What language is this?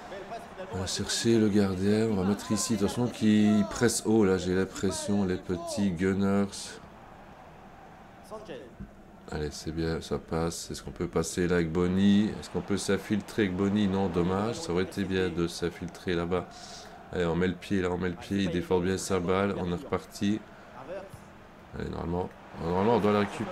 French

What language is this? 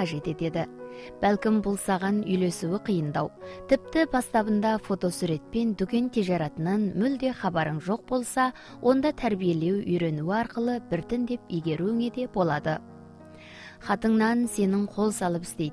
Kazakh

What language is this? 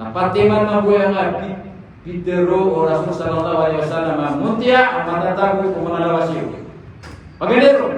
Maranao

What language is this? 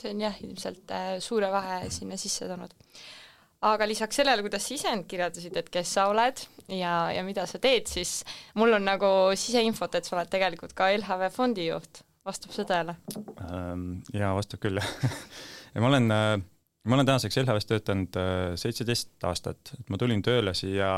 Estonian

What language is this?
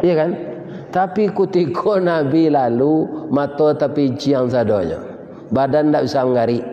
Minangkabau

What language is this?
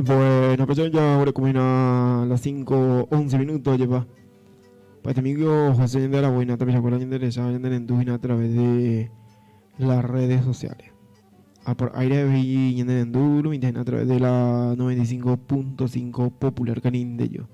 Guarani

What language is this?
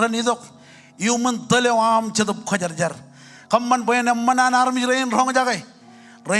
Marshallese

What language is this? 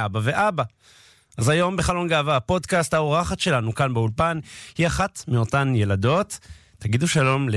Hebrew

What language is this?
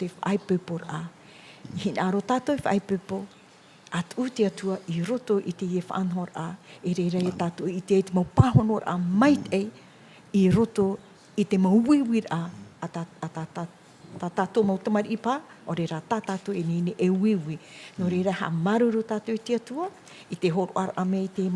Tahitian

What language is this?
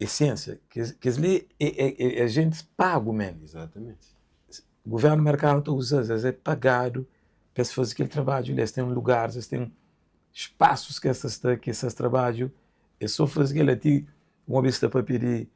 Kabuverdianu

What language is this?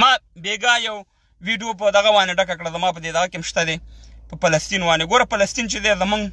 Pashto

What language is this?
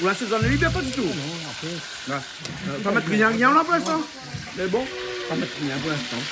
Réunion Creole French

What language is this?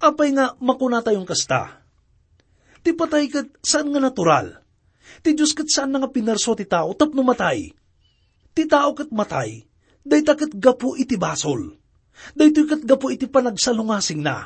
Iloko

